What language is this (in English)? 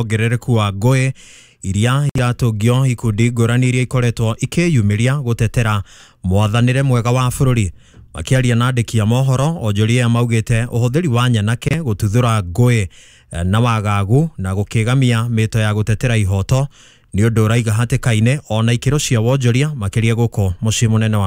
Kikuyu